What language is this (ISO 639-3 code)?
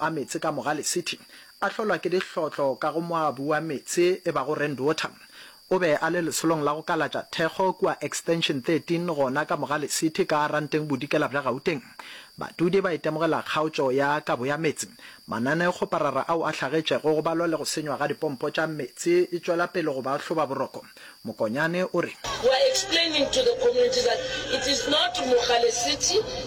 nso